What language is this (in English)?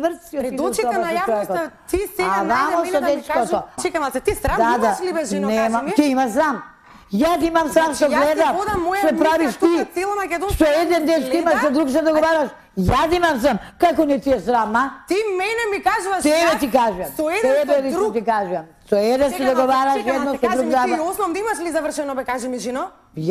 Macedonian